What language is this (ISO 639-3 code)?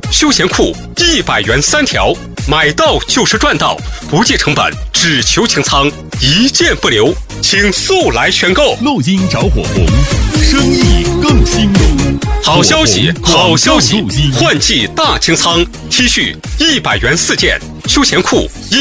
zho